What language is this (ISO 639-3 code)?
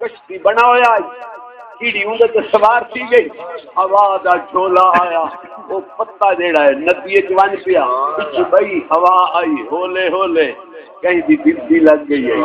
skr